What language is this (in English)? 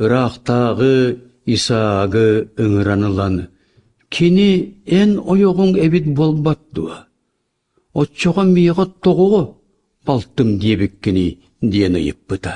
Yakut